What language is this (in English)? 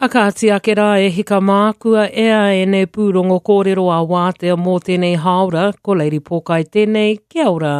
Māori